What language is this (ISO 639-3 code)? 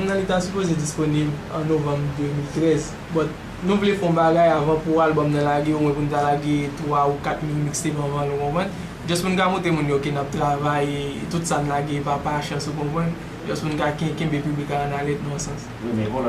hat